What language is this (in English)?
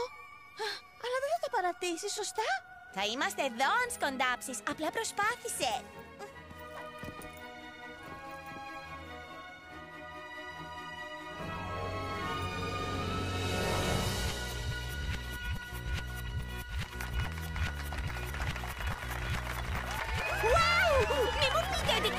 Greek